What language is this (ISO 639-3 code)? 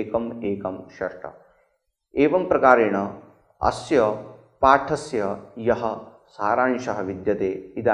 san